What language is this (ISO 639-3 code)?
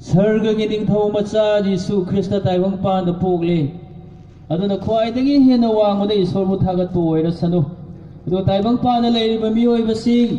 mni